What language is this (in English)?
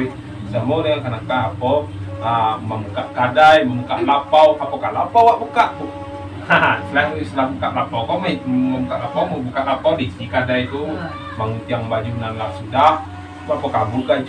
Minangkabau